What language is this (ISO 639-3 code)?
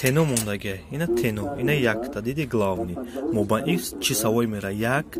tgk